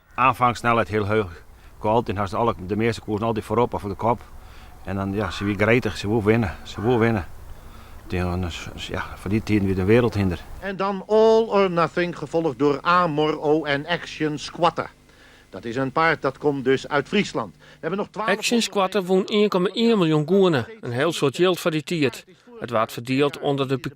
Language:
Western Frisian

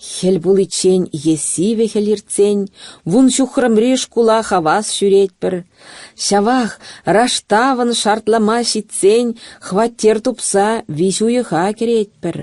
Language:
Chuvash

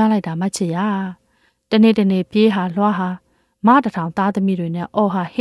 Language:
Burmese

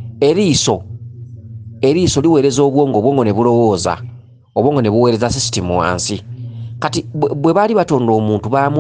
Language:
Ganda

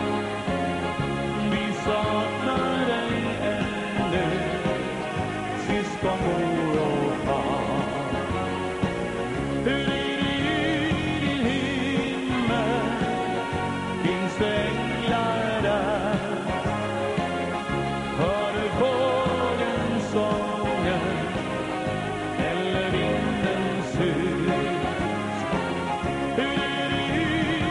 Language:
Swedish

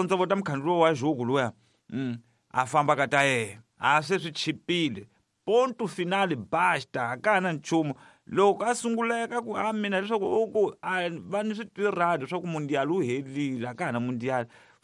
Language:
Tsonga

